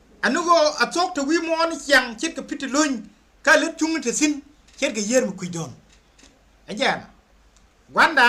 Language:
Nuer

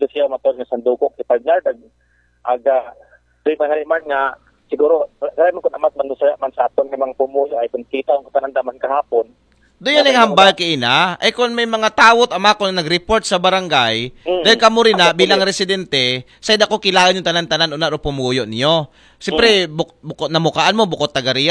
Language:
Aklanon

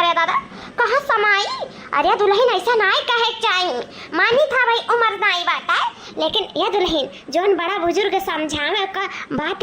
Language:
Awadhi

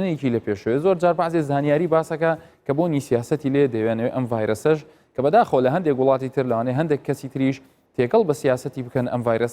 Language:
Central Kurdish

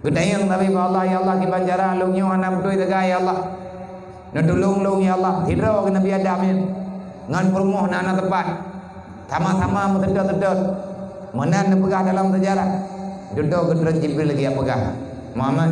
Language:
Achinese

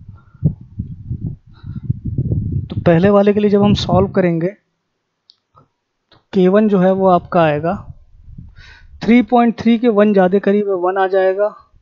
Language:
Hindi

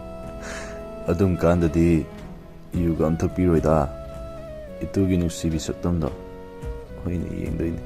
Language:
Manipuri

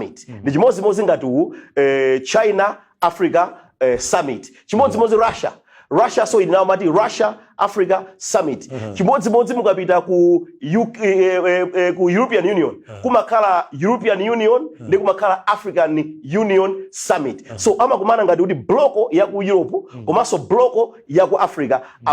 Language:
Nyanja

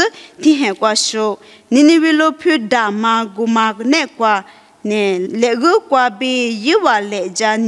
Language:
Lisu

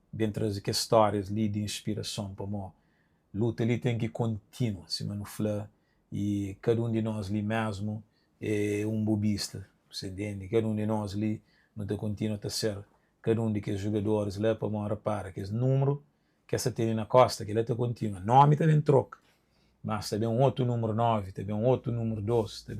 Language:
Kabuverdianu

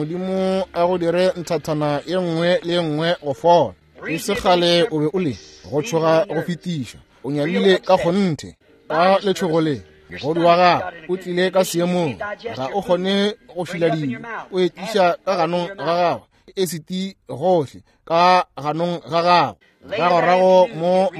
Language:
Northern Sotho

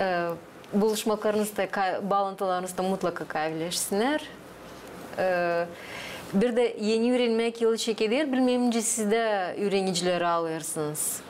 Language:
Gagauz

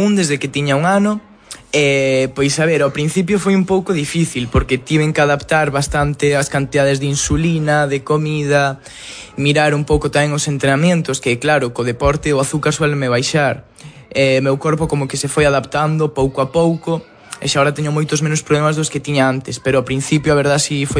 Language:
Galician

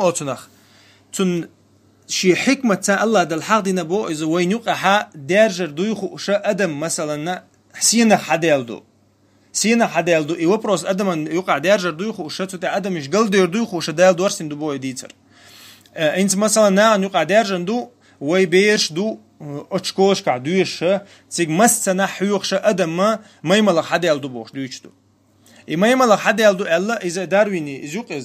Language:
Chechen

